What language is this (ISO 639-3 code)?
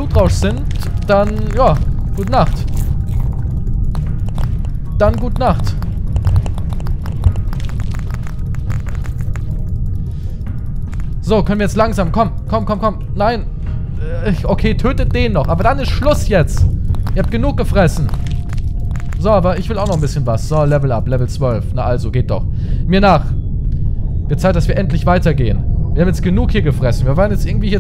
deu